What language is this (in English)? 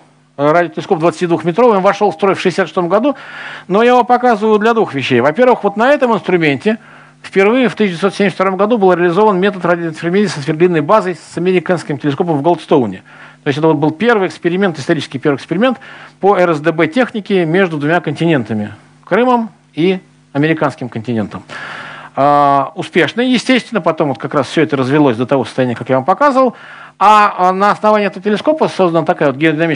Russian